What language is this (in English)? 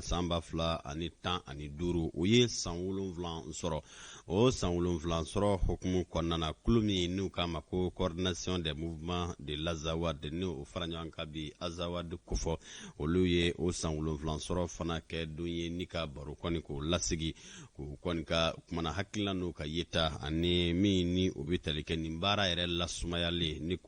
Bambara